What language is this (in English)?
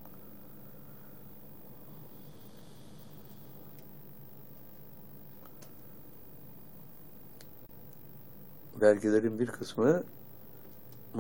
Turkish